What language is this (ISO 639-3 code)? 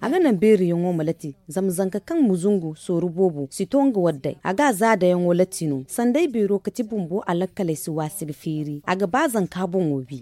dje